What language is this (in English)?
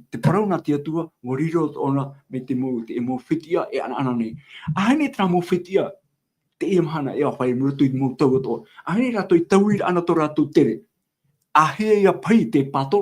Tahitian